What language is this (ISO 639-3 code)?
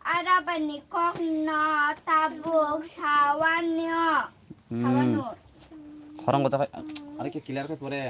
trp